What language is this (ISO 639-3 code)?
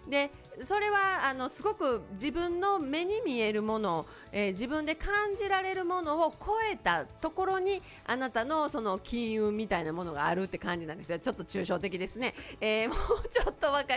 jpn